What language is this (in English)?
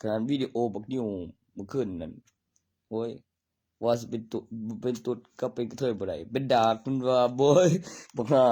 Northeastern Thai